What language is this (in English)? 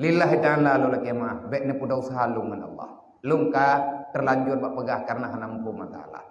Achinese